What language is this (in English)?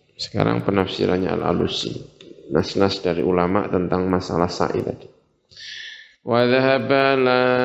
Indonesian